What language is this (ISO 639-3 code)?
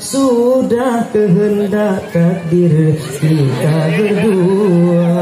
ace